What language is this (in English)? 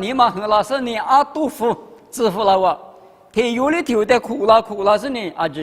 Lisu